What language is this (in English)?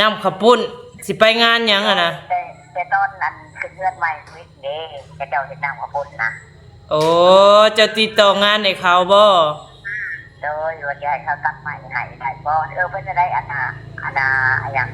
Northeastern Thai